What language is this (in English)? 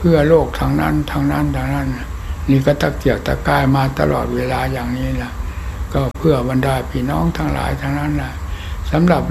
Thai